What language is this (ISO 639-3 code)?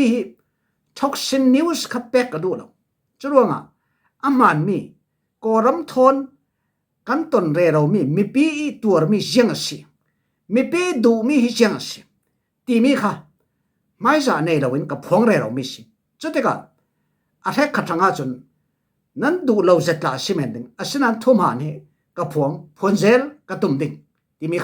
cfm